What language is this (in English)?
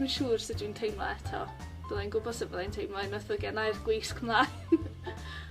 Welsh